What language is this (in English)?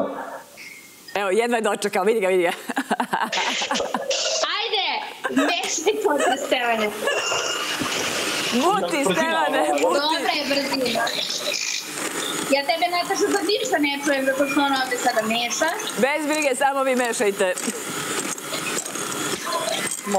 Serbian